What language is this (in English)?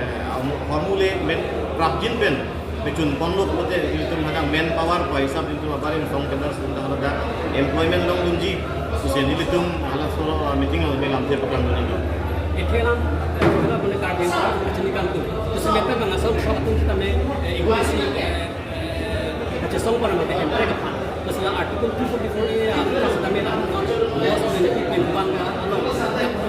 Karbi